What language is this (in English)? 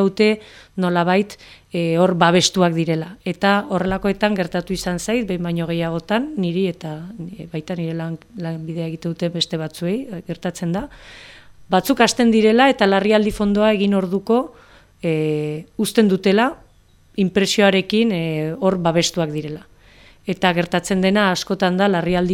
Basque